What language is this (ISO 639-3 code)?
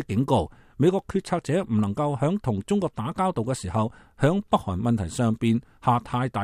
yue